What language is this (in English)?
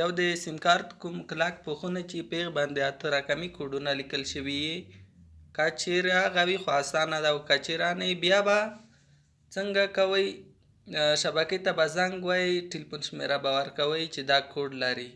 Pashto